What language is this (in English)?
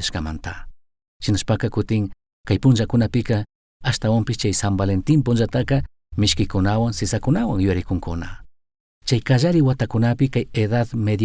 Chimborazo Highland Quichua